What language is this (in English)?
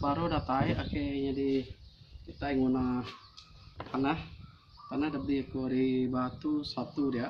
Iban